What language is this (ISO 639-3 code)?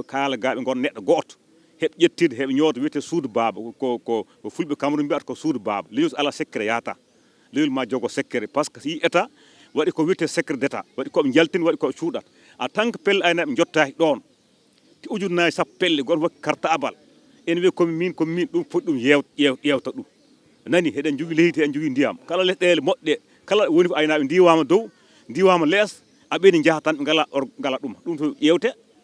ful